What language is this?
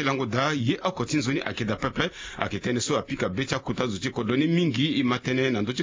Sango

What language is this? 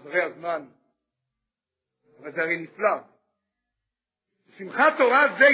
Hebrew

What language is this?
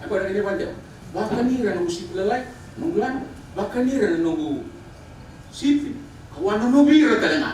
Fijian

